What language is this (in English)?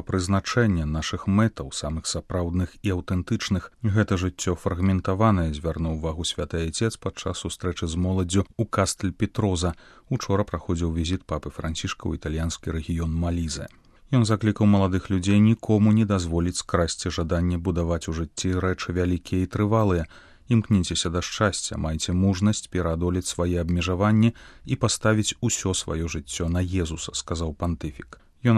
Belarusian